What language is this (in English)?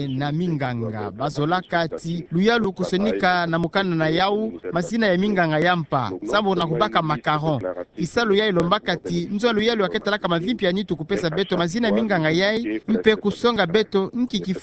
Kituba (Democratic Republic of Congo)